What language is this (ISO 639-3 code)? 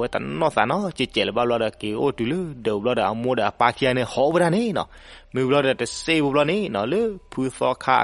ksw